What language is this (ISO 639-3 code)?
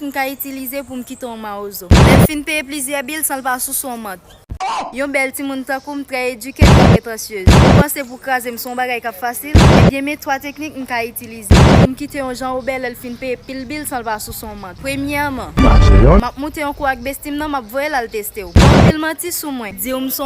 hat